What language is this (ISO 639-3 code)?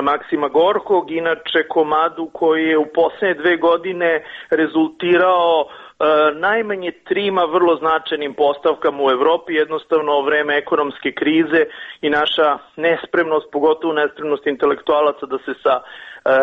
srp